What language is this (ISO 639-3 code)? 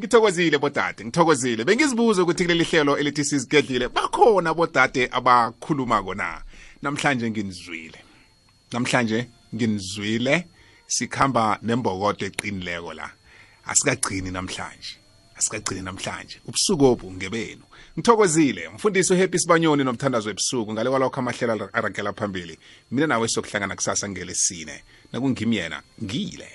nbl